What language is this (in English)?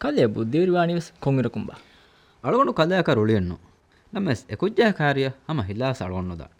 Divehi